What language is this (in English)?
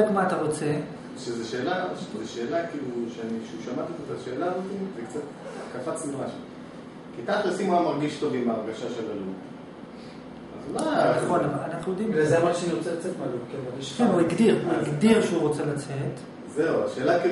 Hebrew